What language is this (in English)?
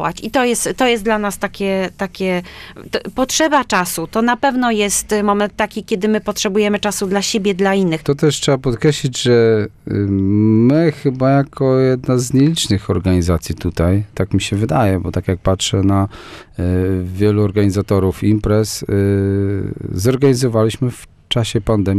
Polish